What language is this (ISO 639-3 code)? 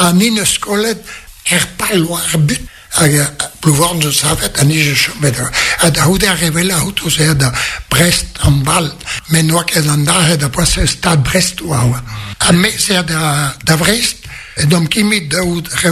bre